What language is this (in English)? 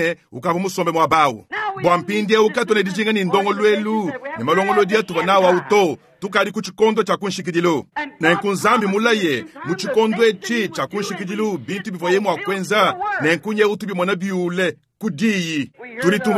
Luba-Lulua